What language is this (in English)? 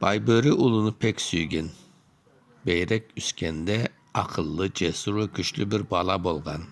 Crimean Tatar